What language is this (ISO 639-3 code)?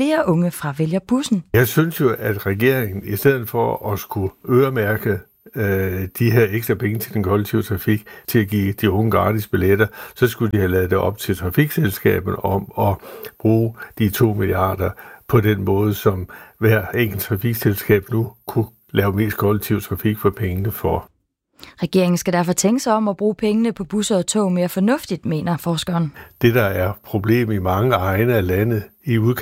dan